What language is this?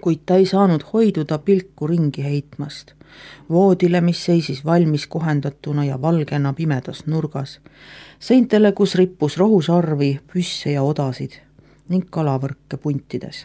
Estonian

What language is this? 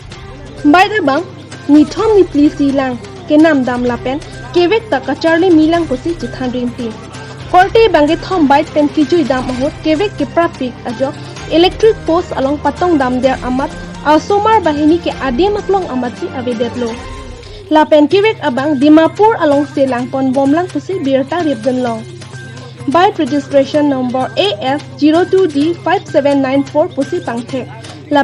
Karbi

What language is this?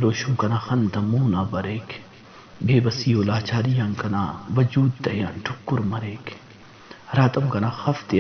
Brahui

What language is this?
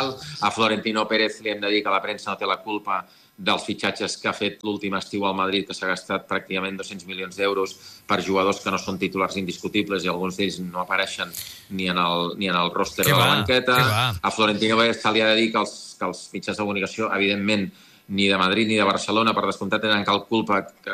Catalan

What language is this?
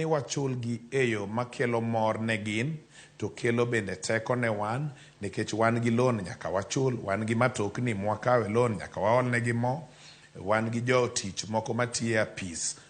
Luo (Kenya and Tanzania)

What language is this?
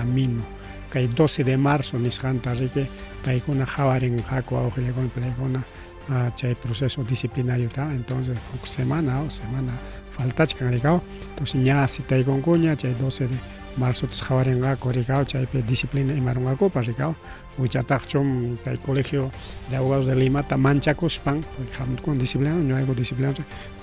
Ayacucho Quechua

